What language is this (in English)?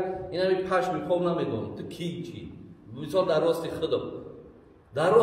Tajik